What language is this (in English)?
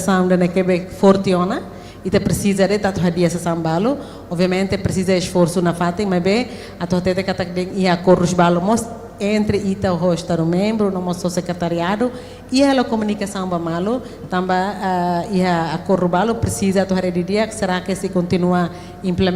Tetum